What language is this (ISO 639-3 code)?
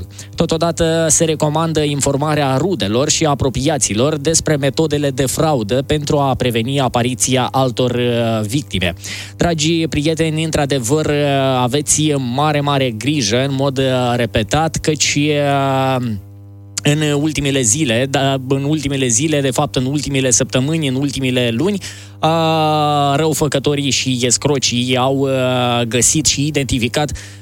ron